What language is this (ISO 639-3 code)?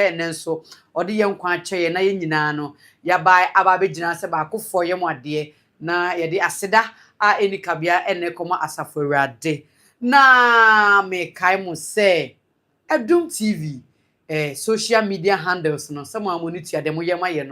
aka